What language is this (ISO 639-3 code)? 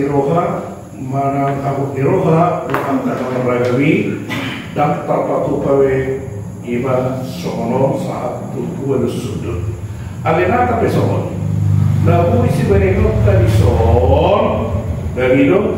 bbc